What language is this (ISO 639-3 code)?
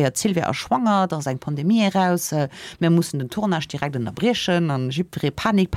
ltz